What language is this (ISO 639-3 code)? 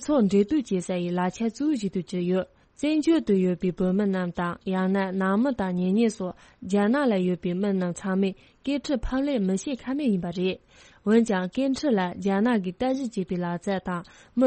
bod